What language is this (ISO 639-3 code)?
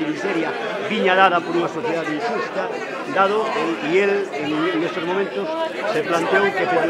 glg